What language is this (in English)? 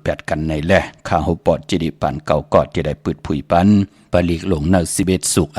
Shan